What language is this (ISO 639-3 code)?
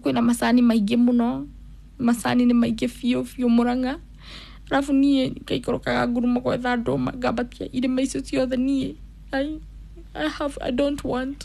kik